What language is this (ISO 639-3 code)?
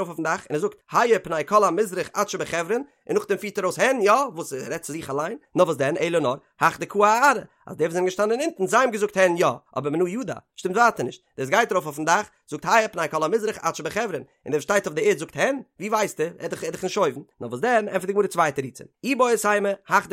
yid